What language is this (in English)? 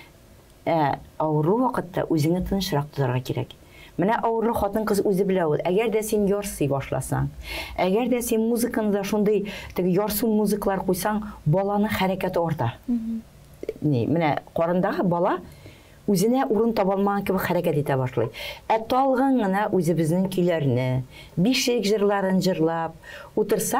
Tatar